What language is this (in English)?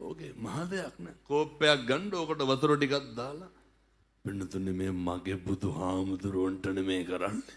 Sinhala